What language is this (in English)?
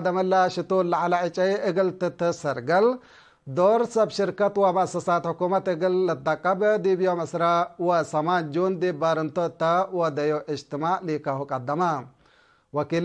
Tigre